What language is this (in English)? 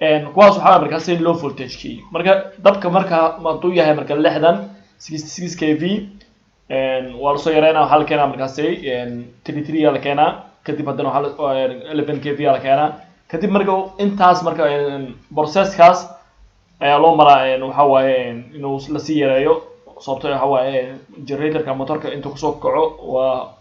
Somali